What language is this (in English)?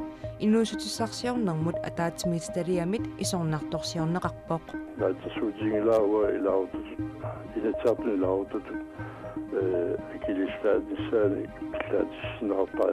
Kalaallisut